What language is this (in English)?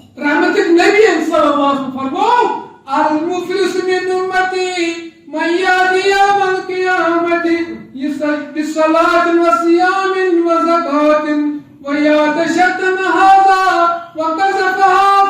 Kashmiri